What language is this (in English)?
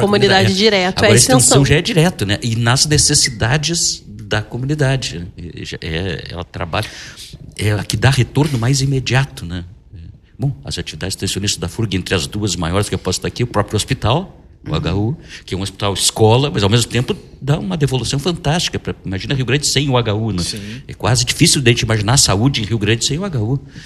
Portuguese